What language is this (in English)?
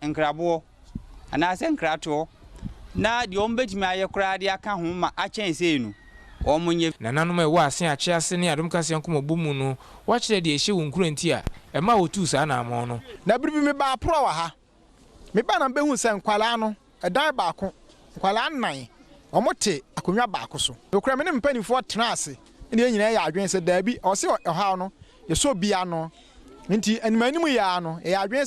Akan